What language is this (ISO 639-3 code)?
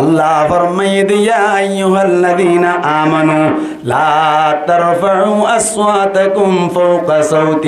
rhg